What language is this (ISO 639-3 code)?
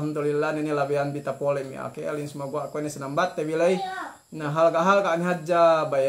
yka